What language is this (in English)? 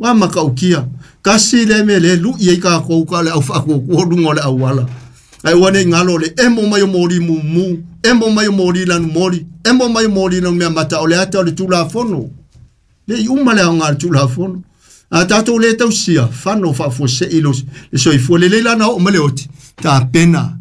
Samoan